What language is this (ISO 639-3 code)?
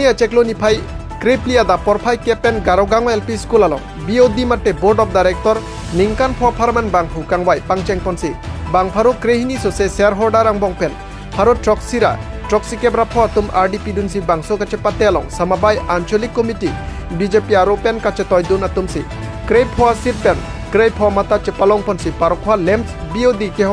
mjw